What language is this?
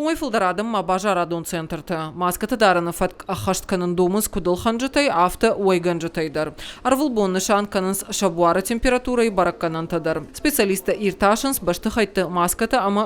Ossetic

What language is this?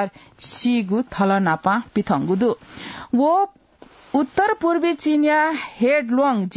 Newari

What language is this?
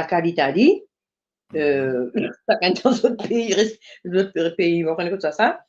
Morisyen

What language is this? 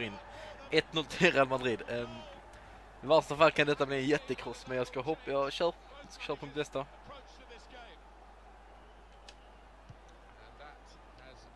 Swedish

